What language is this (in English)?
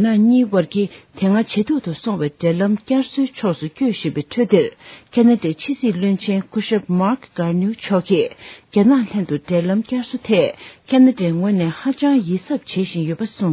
Tibetan